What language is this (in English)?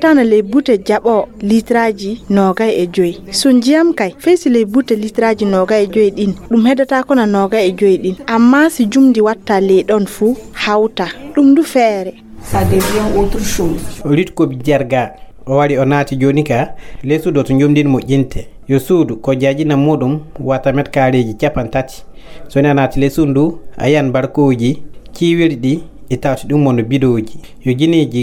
Fula